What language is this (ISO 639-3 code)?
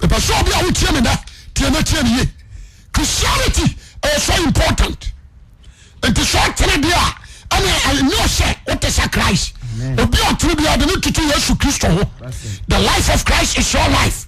aka